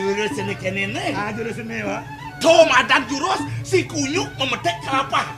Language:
Balinese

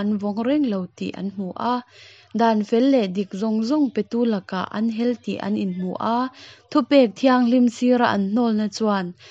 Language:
Hakha Chin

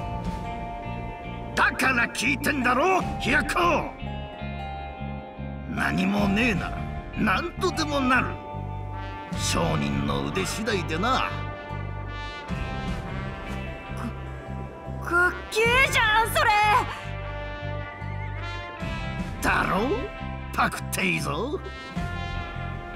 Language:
Japanese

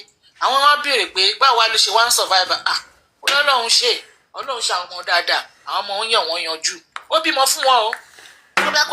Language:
Yoruba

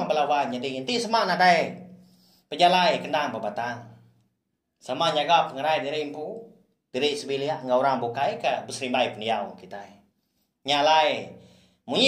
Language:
Iban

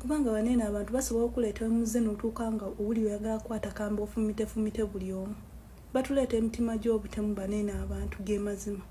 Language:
Ganda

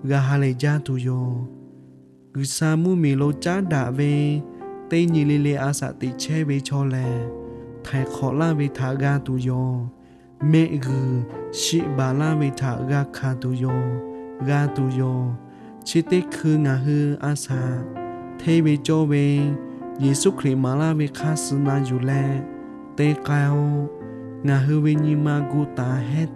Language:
Lahu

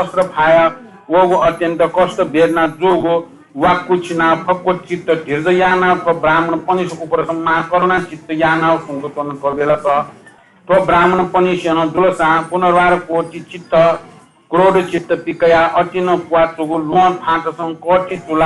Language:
Newari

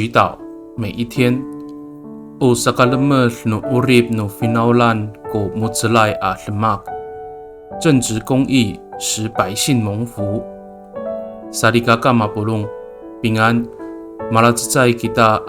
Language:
Amis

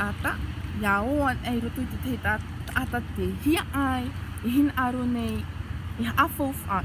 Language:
Tahitian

